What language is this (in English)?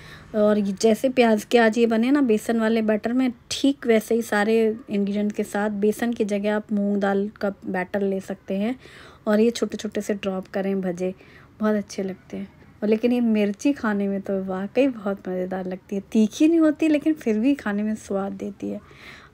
Hindi